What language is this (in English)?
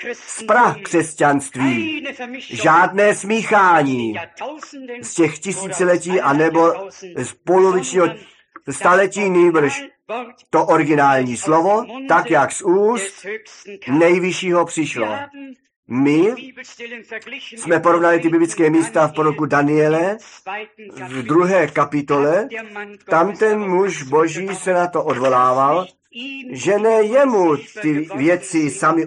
Czech